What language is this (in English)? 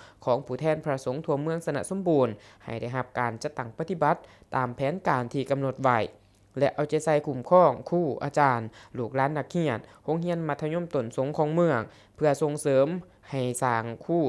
Lao